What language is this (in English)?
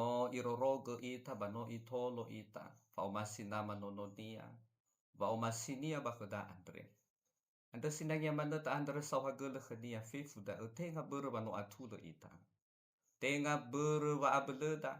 Nias